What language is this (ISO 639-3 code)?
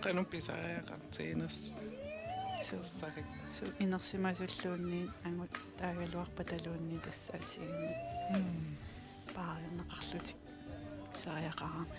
kal